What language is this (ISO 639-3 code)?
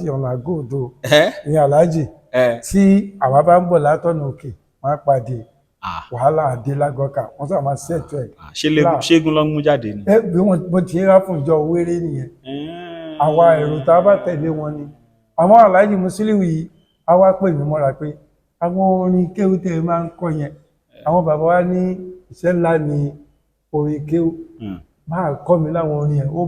yor